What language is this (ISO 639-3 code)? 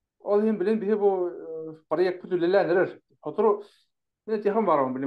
sah